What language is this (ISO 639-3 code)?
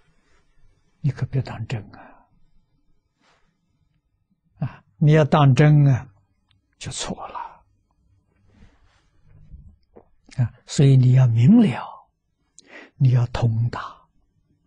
zho